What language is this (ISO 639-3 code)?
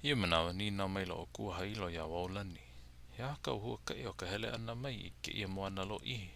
haw